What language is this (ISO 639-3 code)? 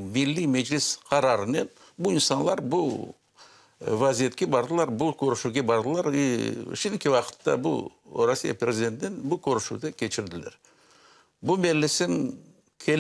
crh